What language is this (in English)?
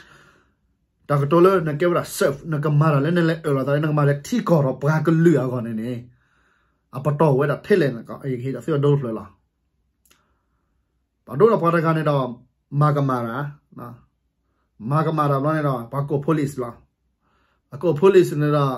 S'gaw Karen